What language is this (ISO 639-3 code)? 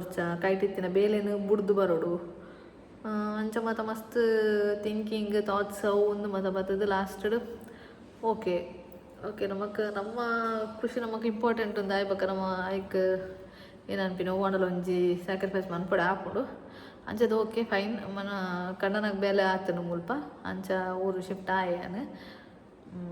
tcy